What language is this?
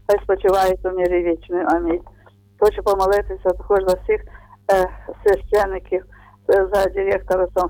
Ukrainian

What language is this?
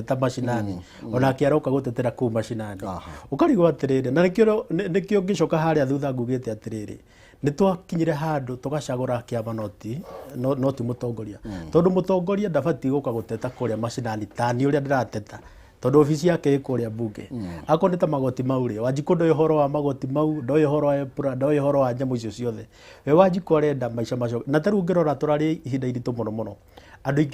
Kikuyu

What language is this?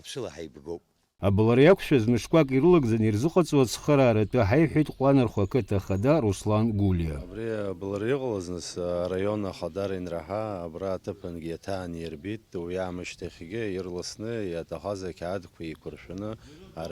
Abkhazian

